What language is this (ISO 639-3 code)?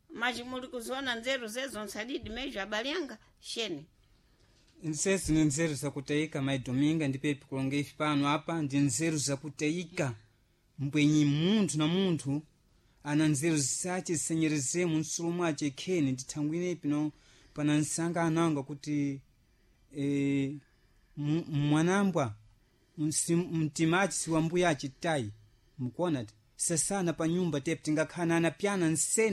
seh